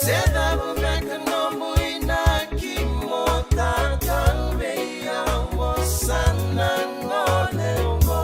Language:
Fijian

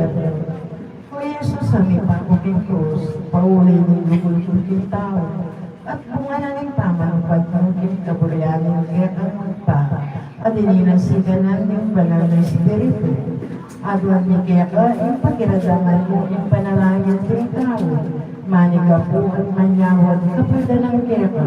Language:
Pampanga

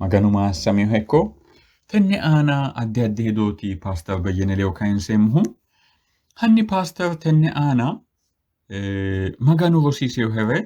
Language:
Sidamo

